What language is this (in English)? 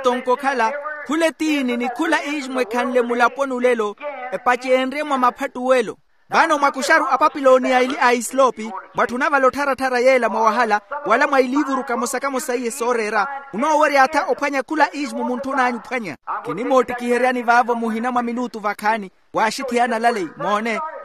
Makhuwa